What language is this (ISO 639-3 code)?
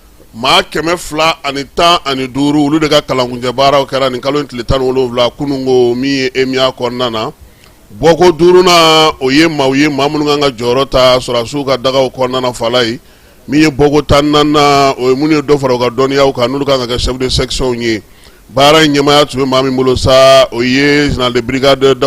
bam